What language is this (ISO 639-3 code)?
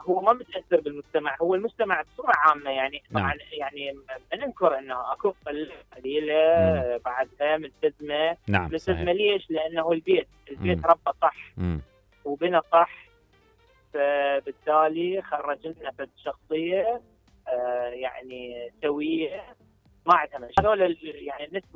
acm